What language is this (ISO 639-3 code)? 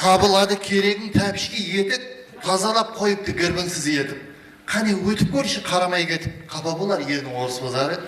kaa